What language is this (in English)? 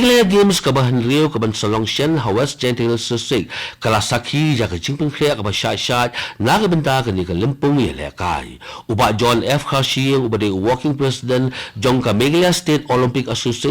Khasi